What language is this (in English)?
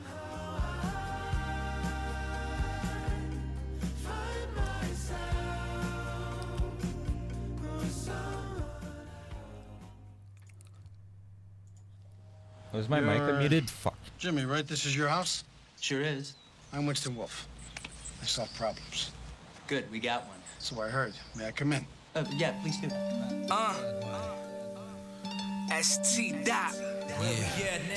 English